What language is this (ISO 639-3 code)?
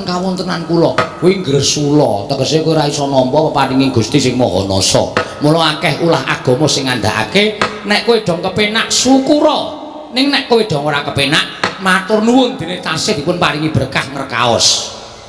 jav